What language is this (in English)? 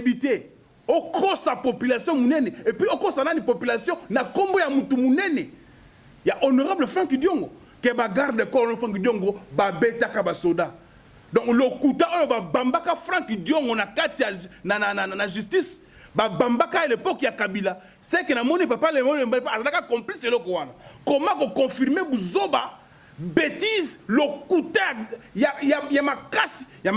Lingala